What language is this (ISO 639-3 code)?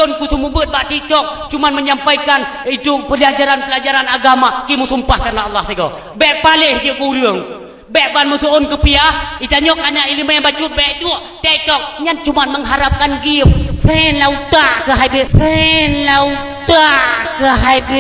ace